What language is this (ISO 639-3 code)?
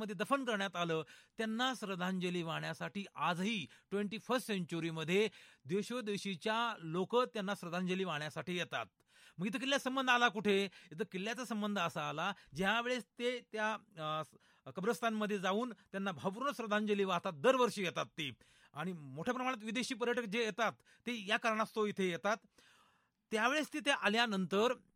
mar